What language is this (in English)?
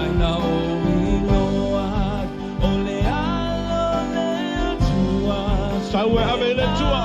Samoan